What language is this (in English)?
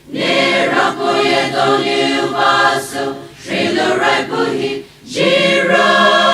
Poumei Naga